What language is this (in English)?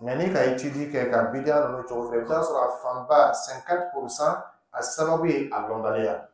Dyula